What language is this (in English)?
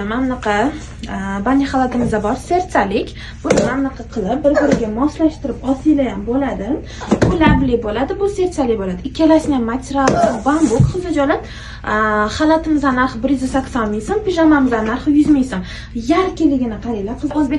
Uzbek